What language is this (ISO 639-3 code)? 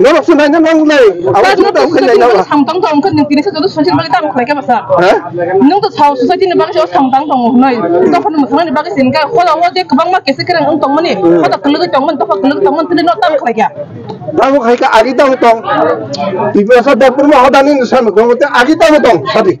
trp